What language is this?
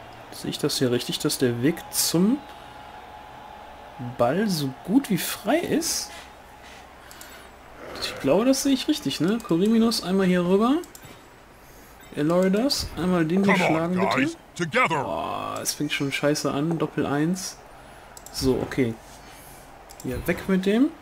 German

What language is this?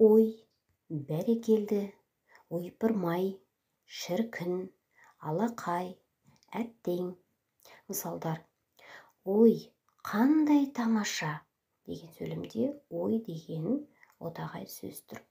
Kazakh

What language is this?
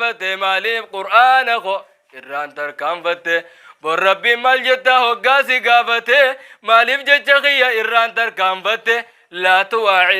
Oromo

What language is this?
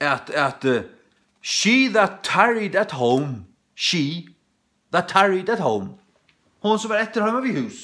Faroese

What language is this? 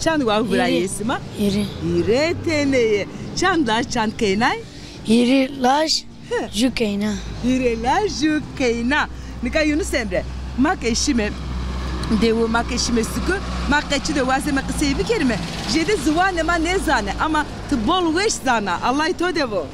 Zaza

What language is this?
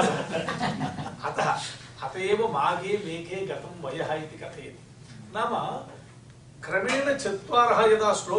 Sanskrit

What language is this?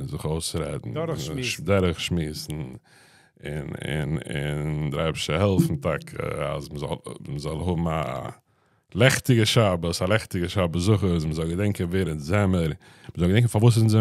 Yiddish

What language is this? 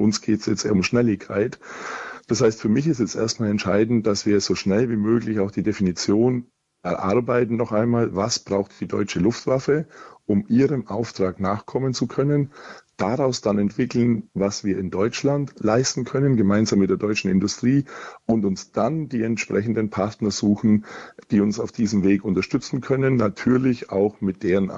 German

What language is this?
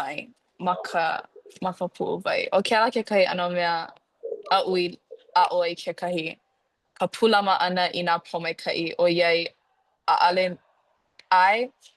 Hawaiian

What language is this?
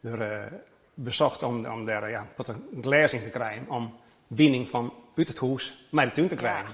Western Frisian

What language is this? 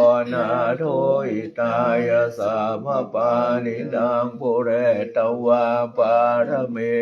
Pali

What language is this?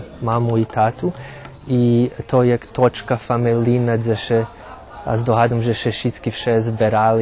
Rusyn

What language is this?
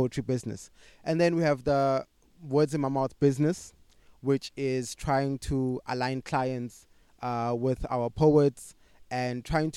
English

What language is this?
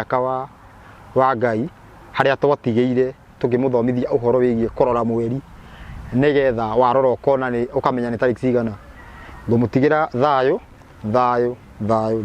Kikuyu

